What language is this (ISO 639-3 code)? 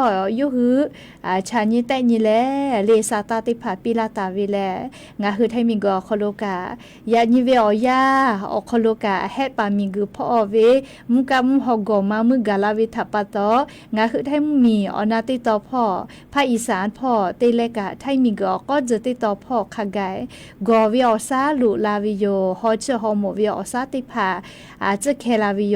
lhu